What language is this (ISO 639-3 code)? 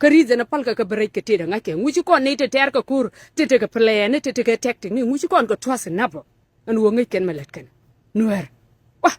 nus